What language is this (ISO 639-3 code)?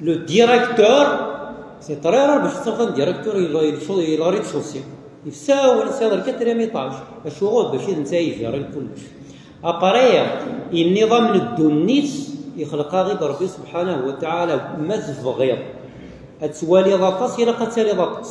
kab